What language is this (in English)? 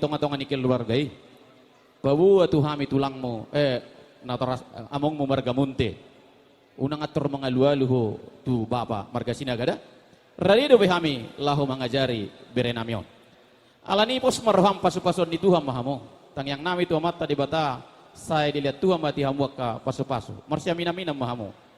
Batak Toba